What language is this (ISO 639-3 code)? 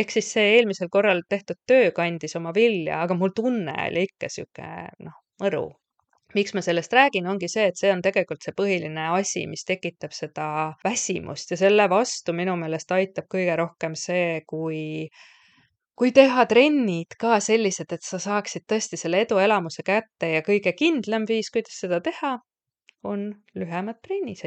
est